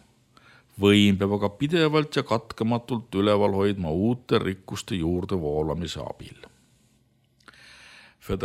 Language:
Estonian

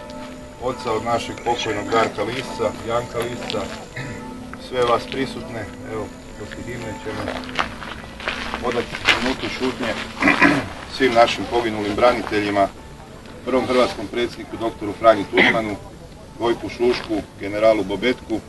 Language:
Croatian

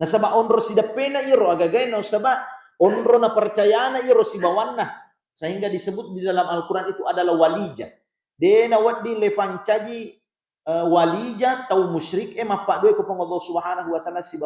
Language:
Buginese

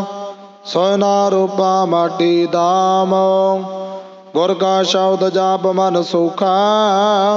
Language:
Punjabi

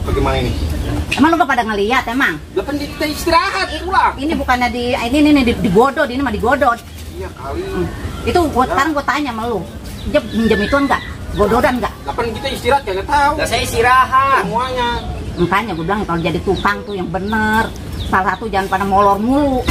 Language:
Betawi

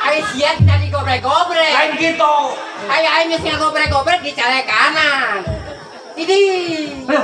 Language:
Sundanese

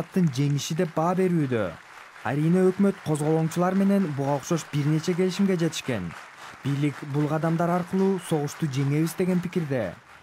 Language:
Kyrgyz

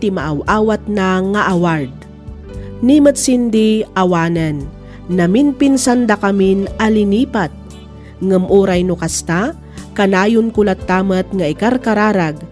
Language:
Iloko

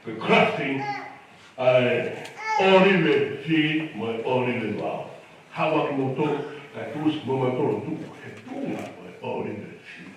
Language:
Tongan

